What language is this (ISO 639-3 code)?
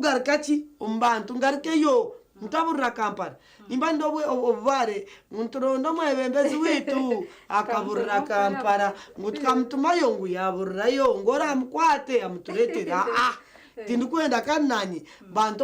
nyn